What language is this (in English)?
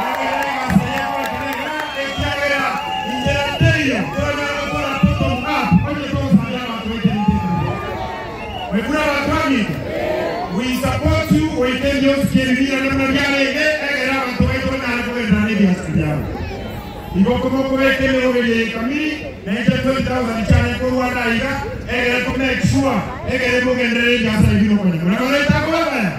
Gusii